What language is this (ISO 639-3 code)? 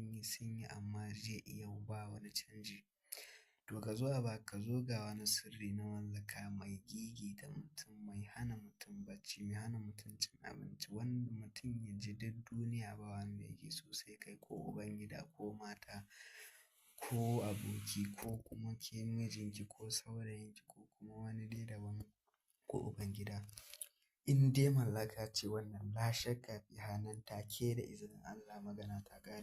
hau